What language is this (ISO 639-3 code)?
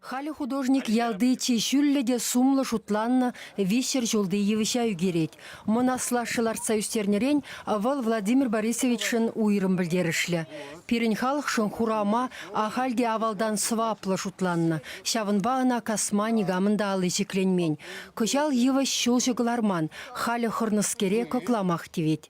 chv